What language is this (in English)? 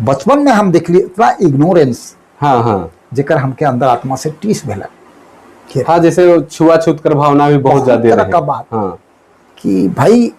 Sadri